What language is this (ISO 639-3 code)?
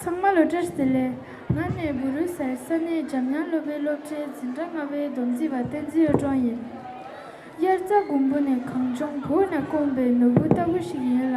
bod